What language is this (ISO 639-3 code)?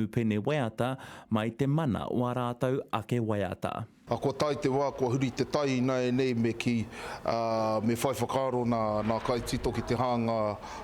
mri